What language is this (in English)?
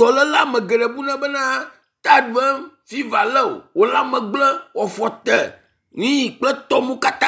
Ewe